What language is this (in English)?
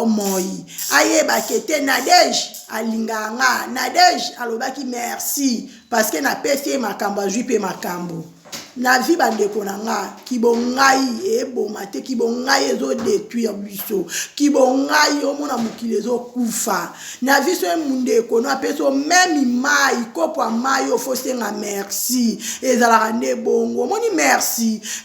Lingala